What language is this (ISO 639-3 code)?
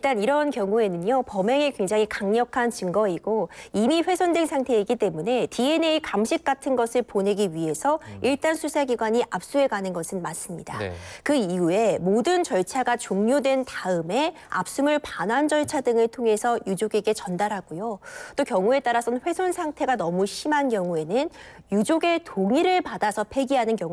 kor